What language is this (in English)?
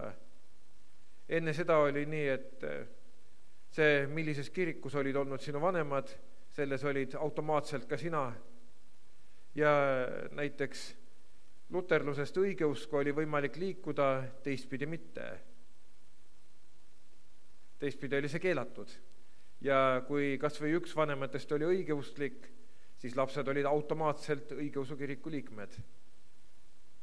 Estonian